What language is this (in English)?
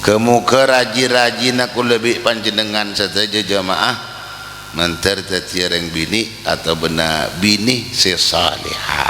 Madurese